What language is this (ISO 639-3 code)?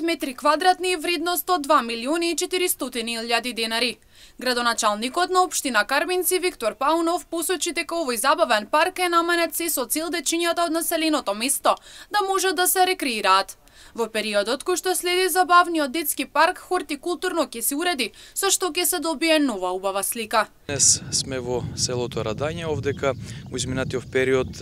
mkd